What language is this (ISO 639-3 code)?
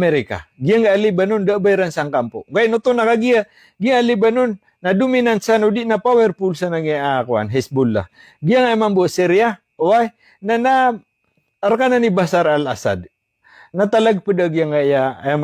mrw